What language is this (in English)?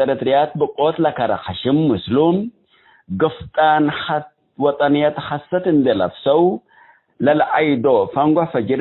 Tigre